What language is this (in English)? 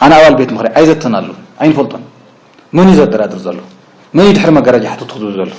Tigrinya